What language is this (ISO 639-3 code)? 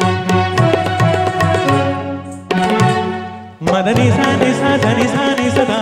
hin